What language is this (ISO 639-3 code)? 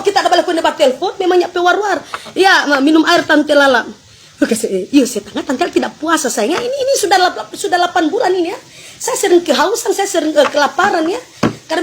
xmm